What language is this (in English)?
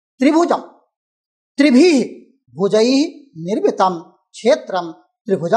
Sanskrit